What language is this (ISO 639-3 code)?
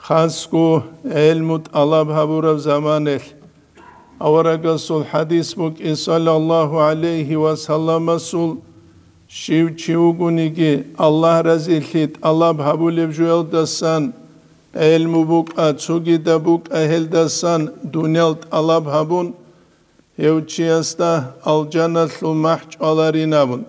ava